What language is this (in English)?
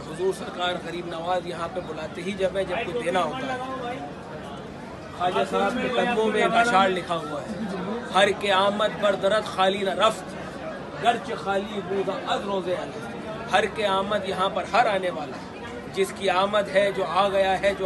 Urdu